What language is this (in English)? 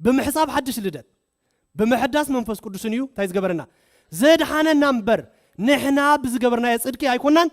Tigrinya